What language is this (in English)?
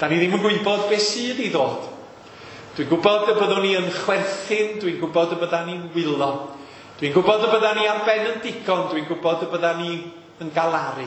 Welsh